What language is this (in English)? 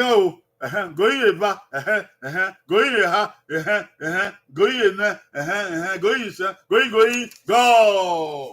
Bini